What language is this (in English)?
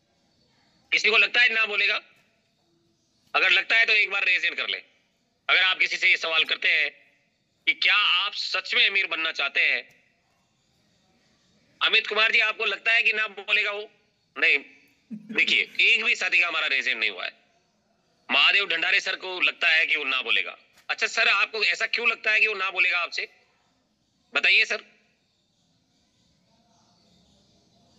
Hindi